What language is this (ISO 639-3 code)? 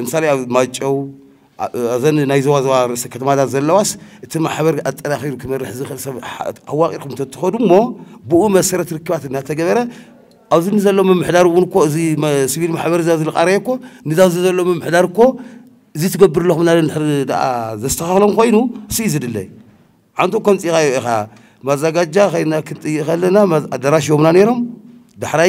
tir